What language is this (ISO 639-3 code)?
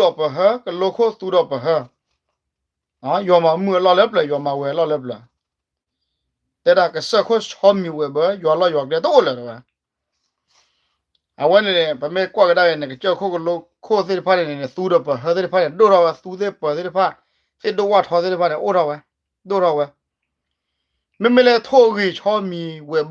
ksw